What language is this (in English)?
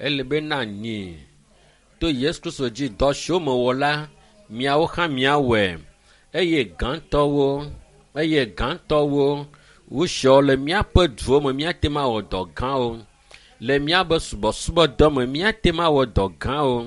Ewe